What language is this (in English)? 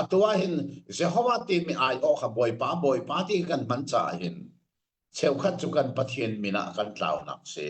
Hakha Chin